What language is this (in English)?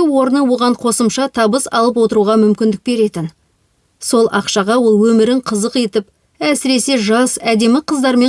Kazakh